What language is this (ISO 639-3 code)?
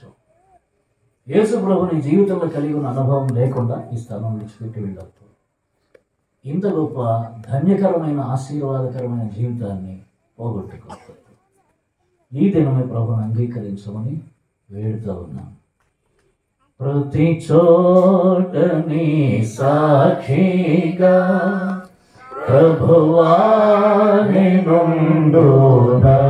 tel